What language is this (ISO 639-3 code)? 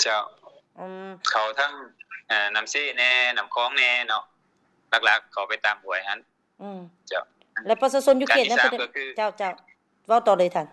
lao